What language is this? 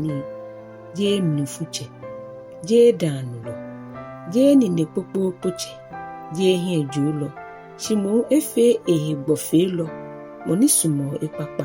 Ga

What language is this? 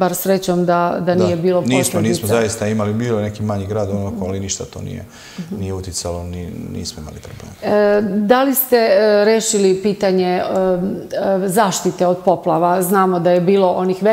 Serbian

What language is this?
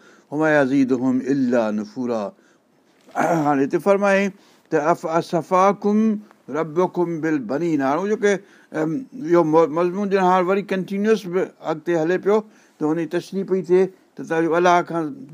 Sindhi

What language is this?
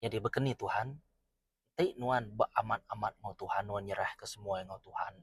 Iban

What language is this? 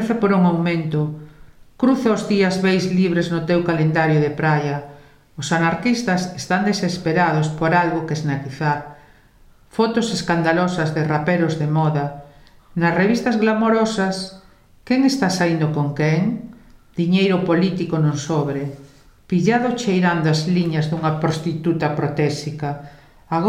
Galician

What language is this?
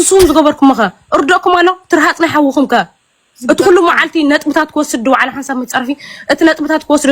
Tigrinya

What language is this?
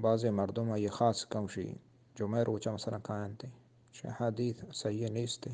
Eastern Balochi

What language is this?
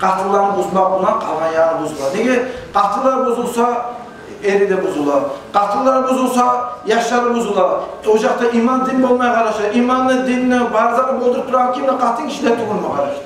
Kumyk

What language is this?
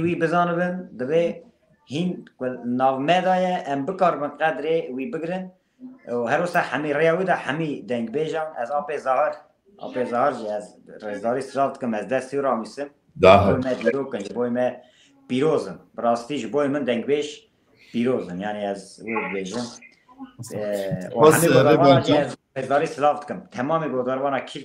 Kurdish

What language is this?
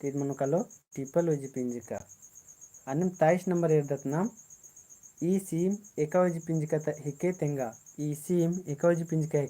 Kurukh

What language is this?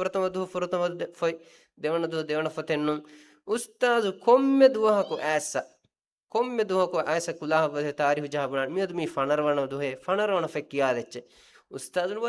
Divehi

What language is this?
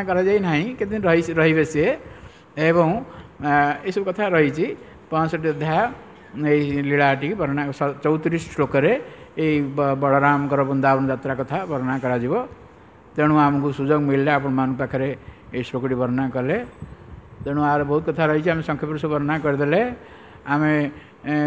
Odia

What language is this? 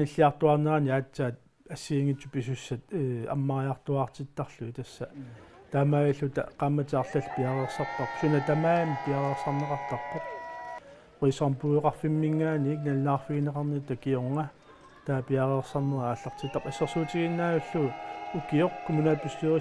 Kalaallisut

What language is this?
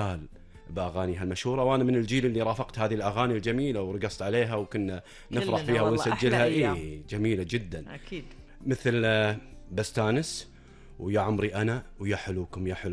Gulf Arabic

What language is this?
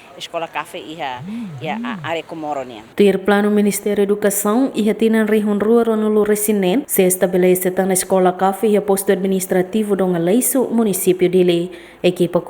Tetum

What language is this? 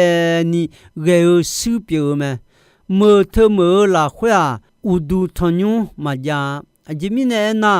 Akha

